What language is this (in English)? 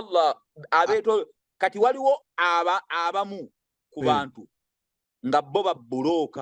Ganda